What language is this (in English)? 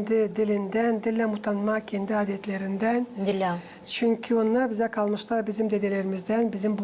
Gagauz